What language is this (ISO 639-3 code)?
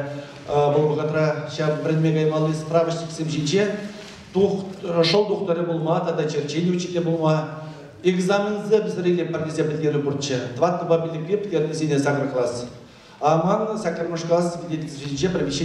chv